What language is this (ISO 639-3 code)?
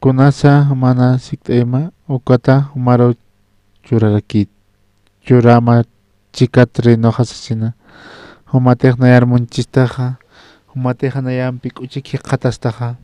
aym